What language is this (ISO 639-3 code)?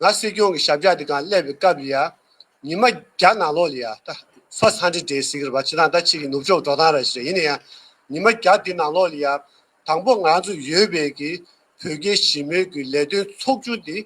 bod